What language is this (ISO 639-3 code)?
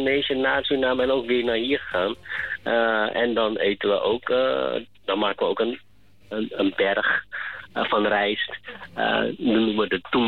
nld